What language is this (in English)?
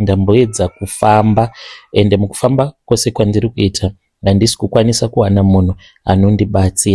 Shona